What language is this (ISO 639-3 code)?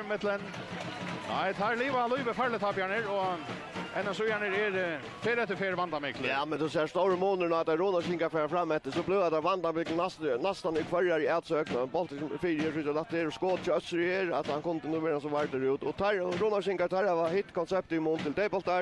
fao